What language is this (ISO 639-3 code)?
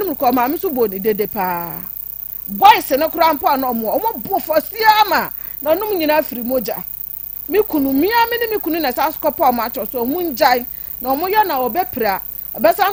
aka